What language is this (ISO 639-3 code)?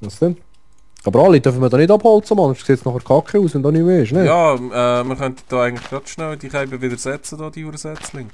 gsw